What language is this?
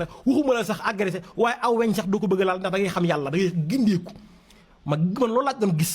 Wolof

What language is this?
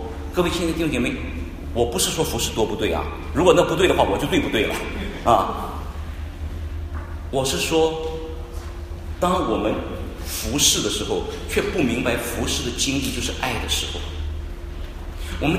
Chinese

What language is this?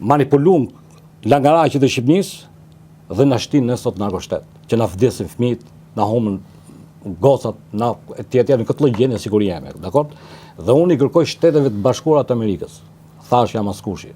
Albanian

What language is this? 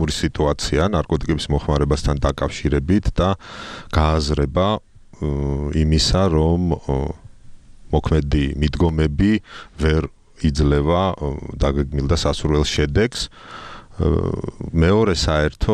Georgian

